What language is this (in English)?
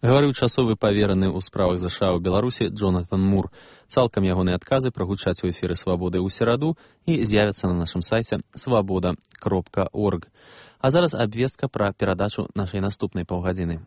Belarusian